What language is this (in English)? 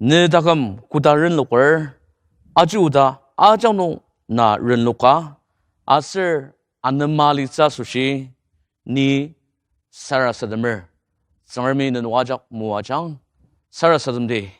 Ao Naga